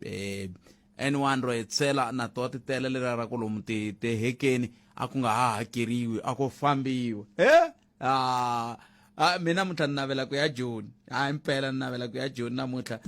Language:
Tsonga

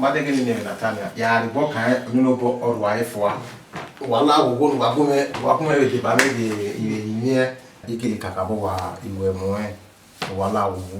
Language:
Bini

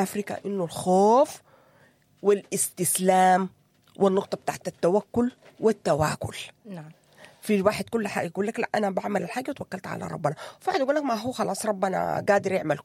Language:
Sudanese Arabic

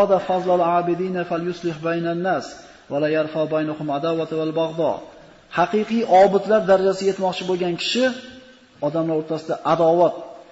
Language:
Uzbek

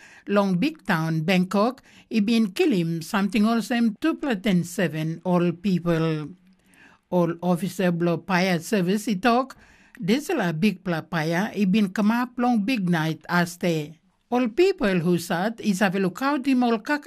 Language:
Tok Pisin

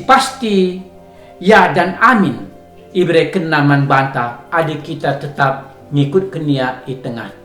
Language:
Batak Karo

